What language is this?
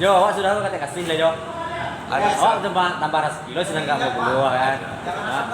Minangkabau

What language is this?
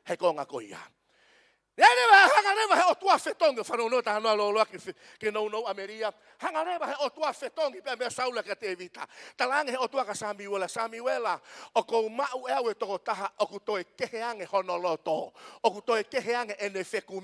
Tongan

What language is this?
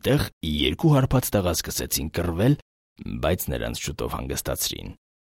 Armenian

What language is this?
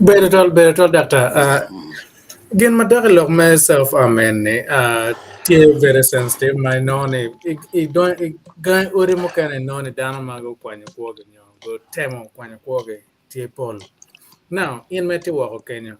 Acoli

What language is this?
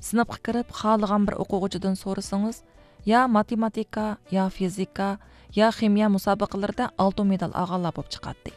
Uyghur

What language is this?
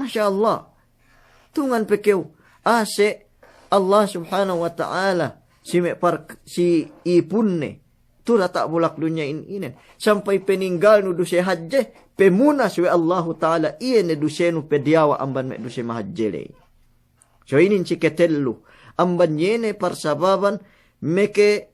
Yakan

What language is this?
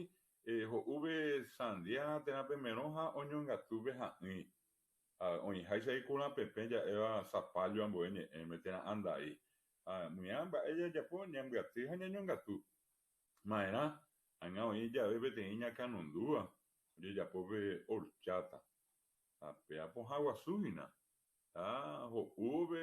Guarani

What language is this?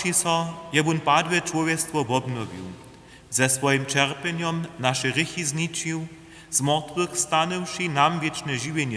Upper Sorbian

